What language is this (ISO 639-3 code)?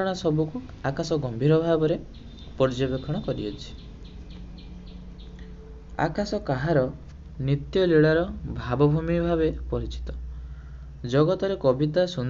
ori